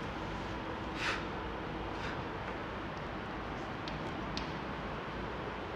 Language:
Gujarati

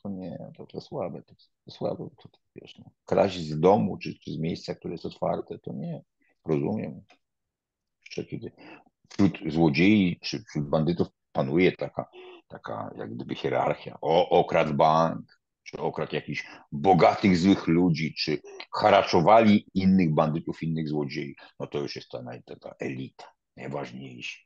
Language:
Polish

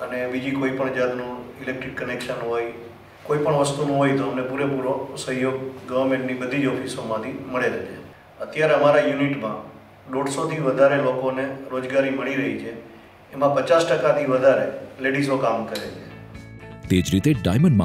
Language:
Gujarati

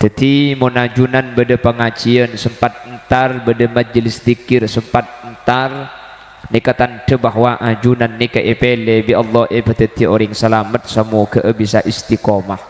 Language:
Madurese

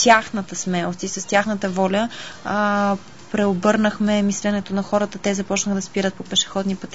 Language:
Bulgarian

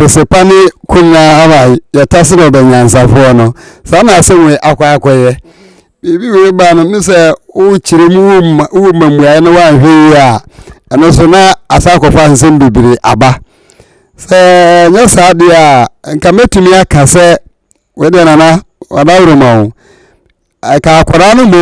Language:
Akan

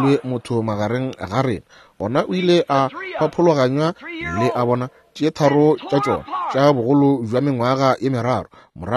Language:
Northern Sotho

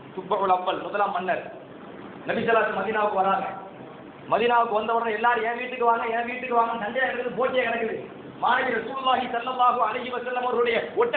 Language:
Tamil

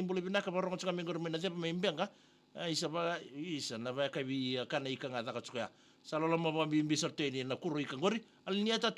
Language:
Fijian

